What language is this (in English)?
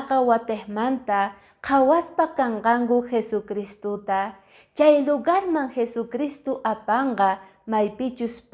Quechua